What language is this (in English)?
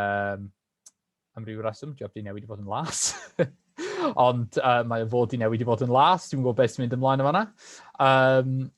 Welsh